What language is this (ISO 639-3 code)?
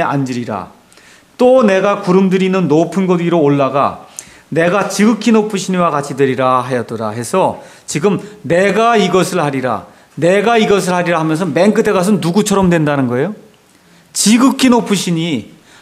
kor